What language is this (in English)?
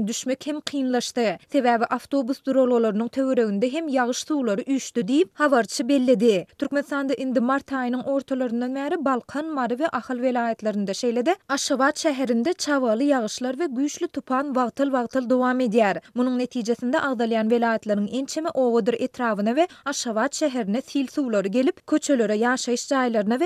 Turkmen